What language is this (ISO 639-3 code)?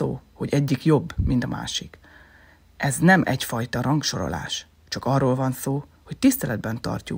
hun